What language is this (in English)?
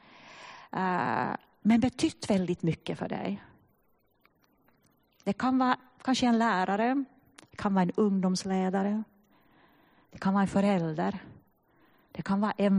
Swedish